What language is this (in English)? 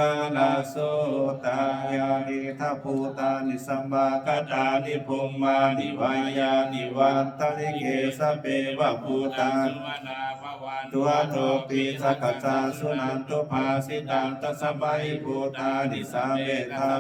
Pali